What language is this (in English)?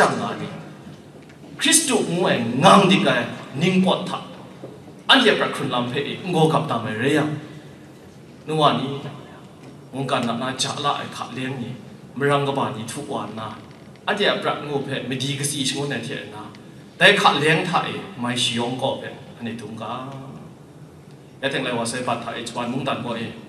Thai